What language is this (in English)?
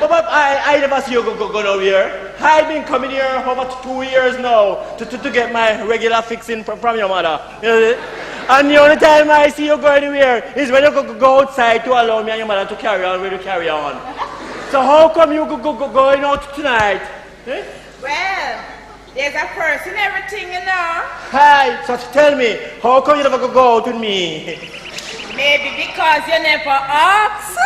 Jamaican Creole English